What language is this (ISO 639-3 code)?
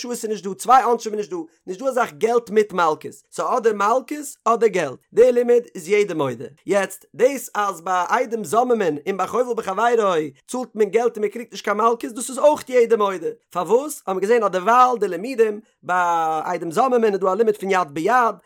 yid